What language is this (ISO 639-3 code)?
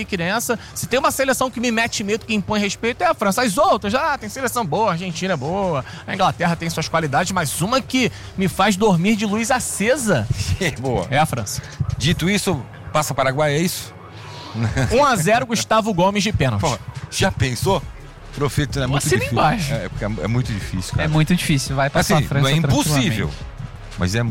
por